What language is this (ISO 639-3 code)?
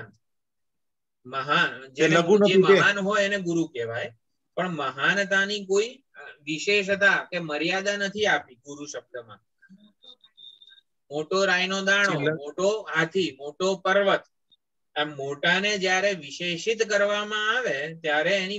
guj